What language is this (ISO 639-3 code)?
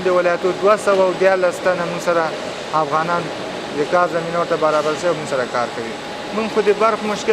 pus